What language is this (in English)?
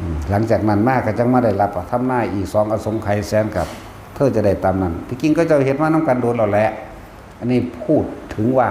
Northeastern Thai